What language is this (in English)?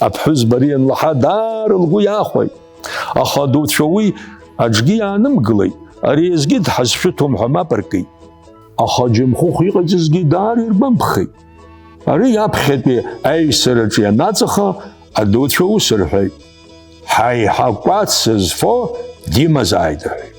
Abkhazian